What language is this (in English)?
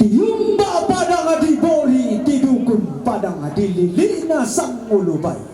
Toraja-Sa'dan